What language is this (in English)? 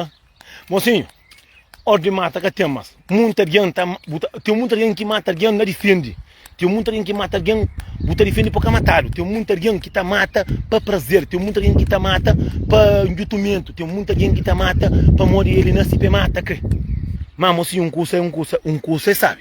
Kabuverdianu